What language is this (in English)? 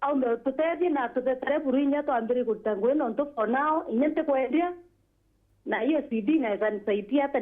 Meru